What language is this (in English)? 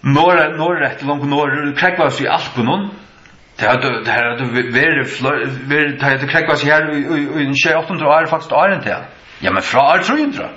Faroese